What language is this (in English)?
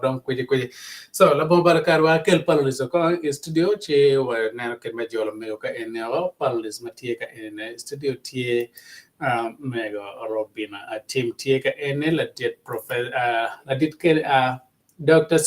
Acoli